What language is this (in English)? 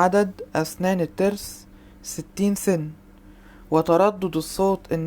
Egyptian Arabic